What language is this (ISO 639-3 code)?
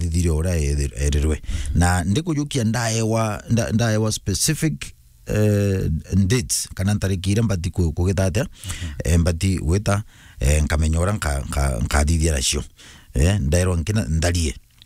mer